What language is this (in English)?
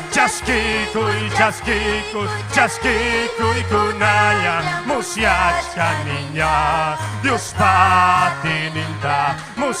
Ayacucho Quechua